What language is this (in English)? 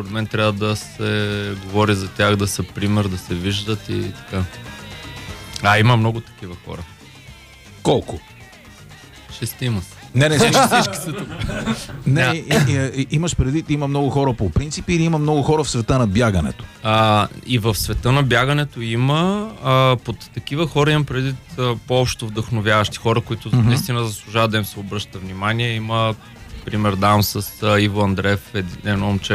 Bulgarian